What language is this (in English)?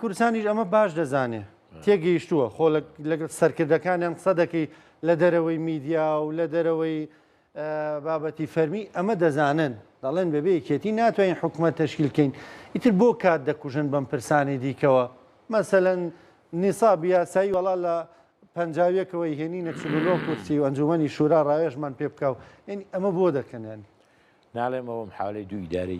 Central Kurdish